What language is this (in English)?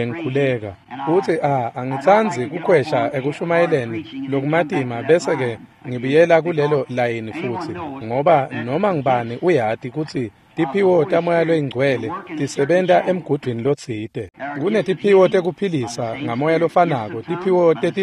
Swati